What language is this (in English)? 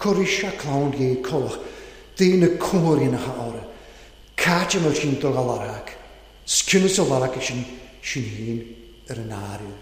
Welsh